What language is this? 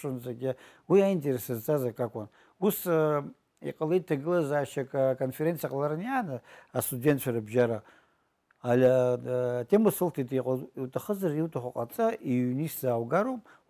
Abkhazian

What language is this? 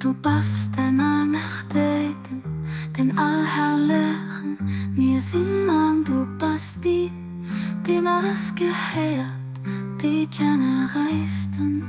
Luxembourgish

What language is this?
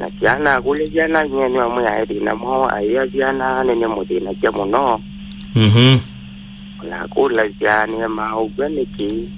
Kamba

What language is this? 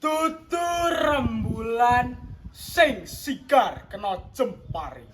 Javanese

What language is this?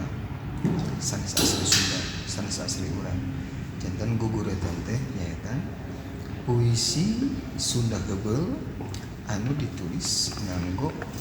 Sundanese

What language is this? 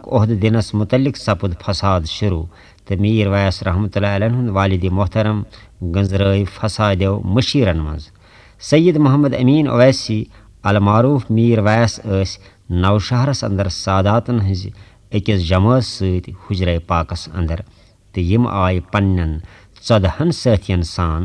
Kashmiri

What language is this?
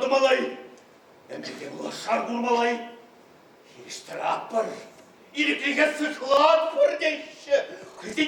Chuvash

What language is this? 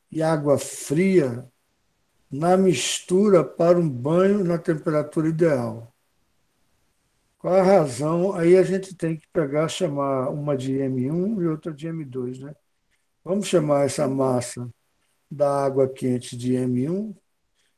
Portuguese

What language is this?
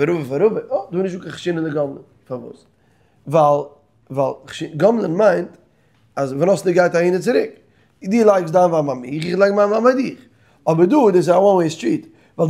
Yiddish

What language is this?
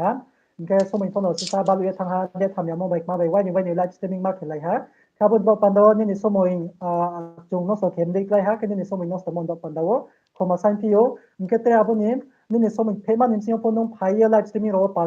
Riang (India)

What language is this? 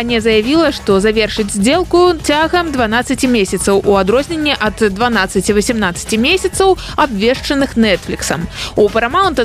Belarusian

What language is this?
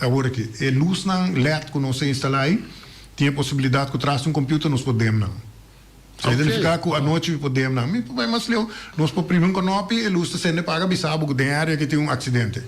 Papiamento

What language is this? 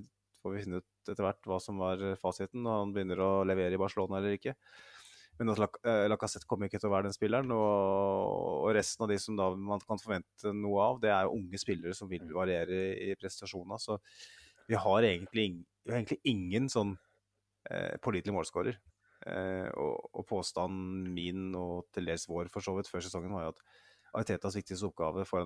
Norwegian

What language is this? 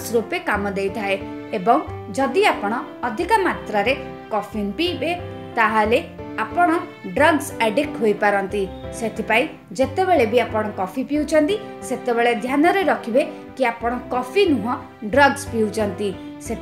Odia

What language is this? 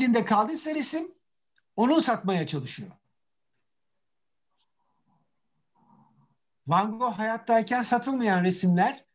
Turkish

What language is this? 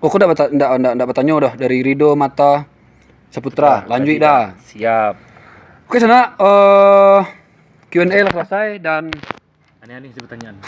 Minangkabau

